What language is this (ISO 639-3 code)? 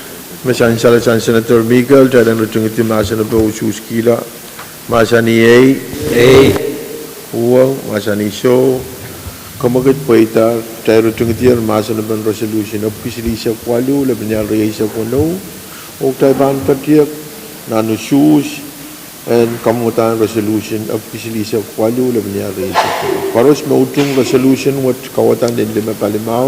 pon